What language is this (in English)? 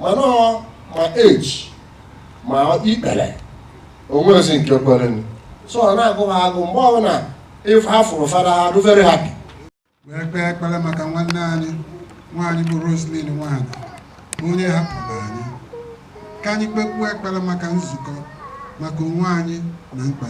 Igbo